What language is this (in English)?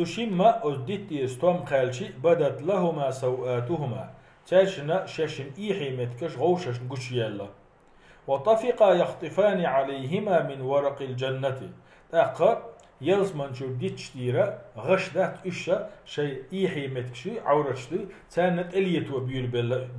Chechen